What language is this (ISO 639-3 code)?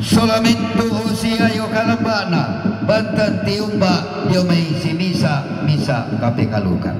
sda